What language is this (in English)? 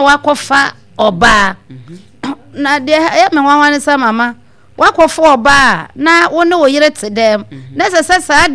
Akan